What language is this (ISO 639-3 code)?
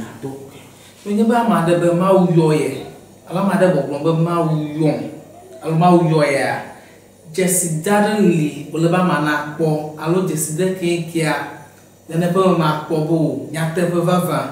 ewe